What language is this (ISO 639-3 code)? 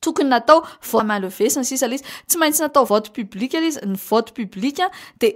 mlg